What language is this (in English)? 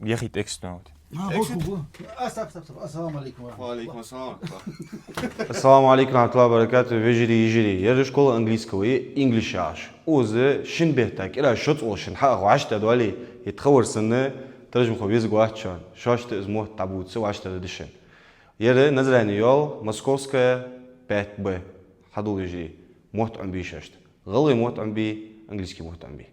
Ingush